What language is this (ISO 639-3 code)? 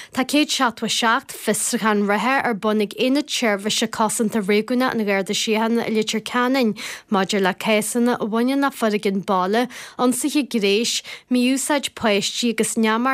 gle